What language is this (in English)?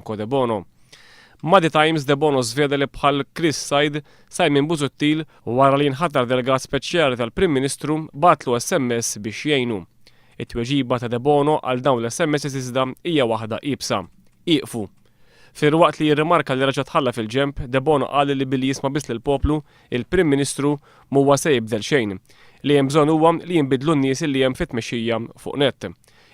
Maltese